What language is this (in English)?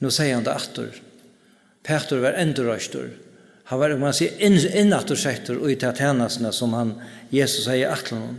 Faroese